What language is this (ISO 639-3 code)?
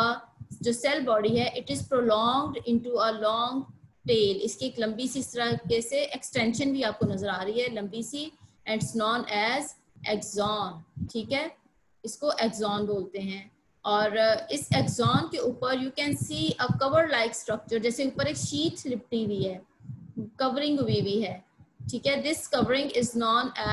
hin